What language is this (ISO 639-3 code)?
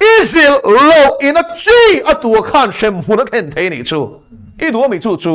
lus